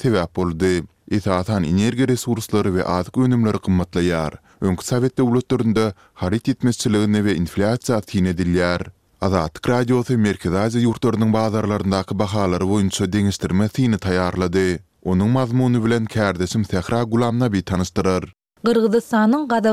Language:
Turkmen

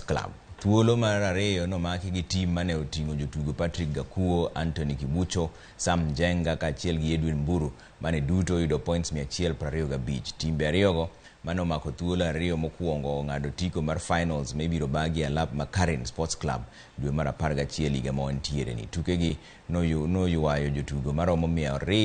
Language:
Luo (Kenya and Tanzania)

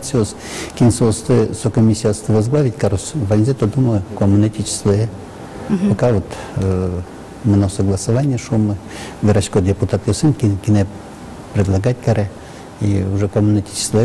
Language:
Udmurt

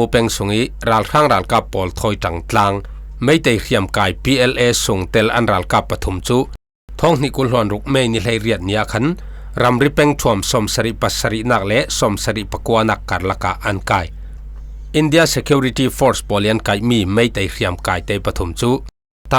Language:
Falam Chin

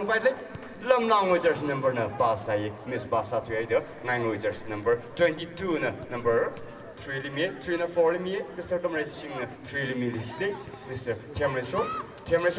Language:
Tangkhul Naga (India)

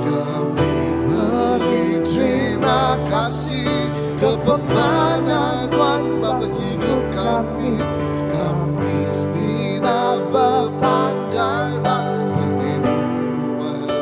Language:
Iban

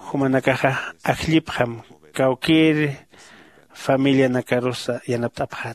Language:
Aymara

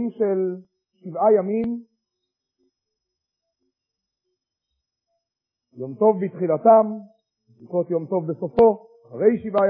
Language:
Hebrew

